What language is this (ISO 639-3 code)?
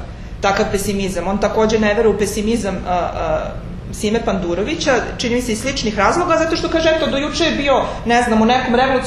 srp